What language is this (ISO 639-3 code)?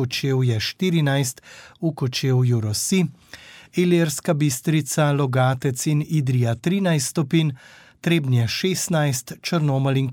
slv